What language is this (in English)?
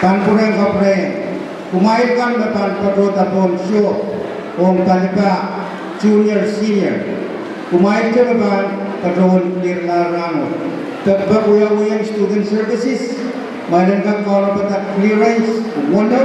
Pohnpeian